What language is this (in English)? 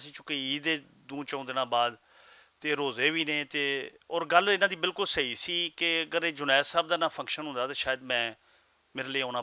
Western Panjabi